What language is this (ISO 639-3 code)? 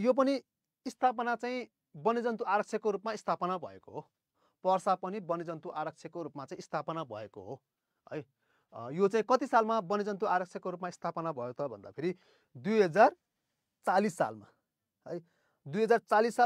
nep